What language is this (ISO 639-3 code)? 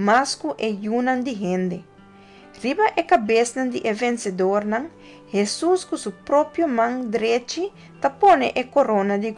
pap